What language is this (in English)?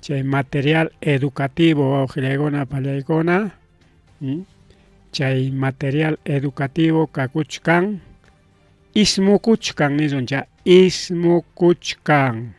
Ayacucho Quechua